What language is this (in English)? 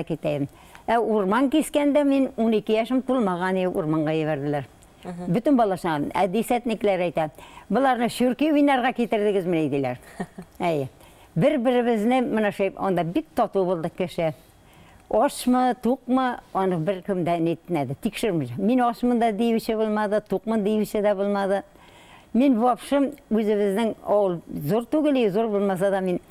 Bashkir